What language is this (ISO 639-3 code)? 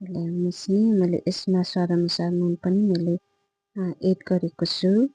nep